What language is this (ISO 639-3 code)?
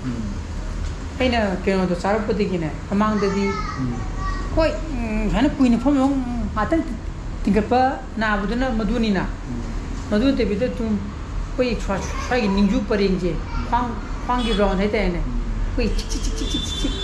mni